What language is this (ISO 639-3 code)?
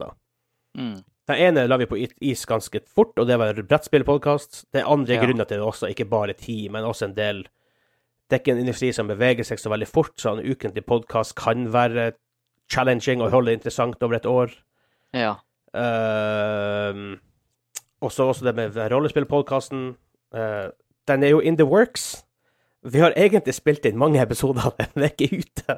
nor